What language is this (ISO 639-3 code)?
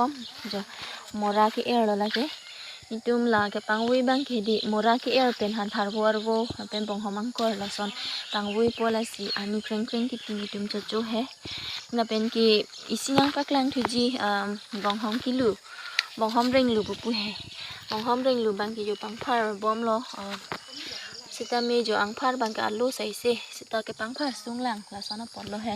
mjw